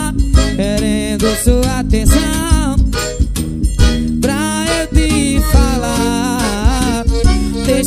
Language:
Portuguese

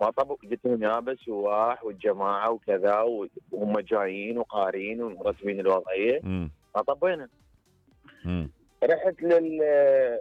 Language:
Mesopotamian Arabic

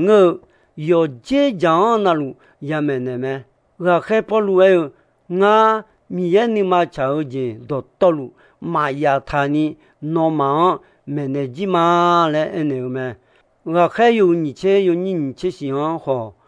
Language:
Akha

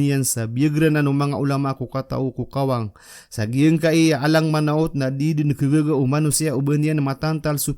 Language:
Maranao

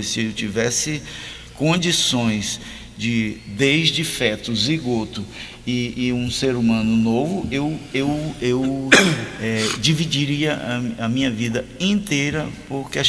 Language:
Portuguese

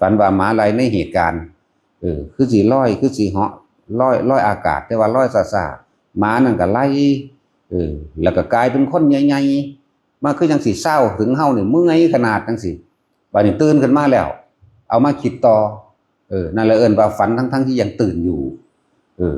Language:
Northeastern Thai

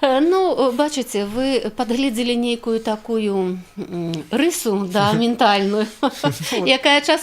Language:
Belarusian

